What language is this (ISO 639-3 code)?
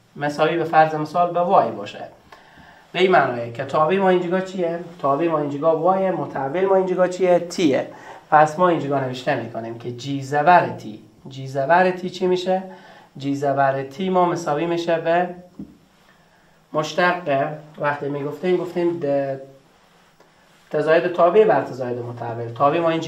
fas